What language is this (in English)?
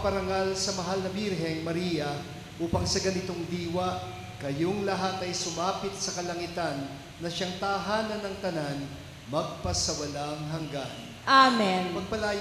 Filipino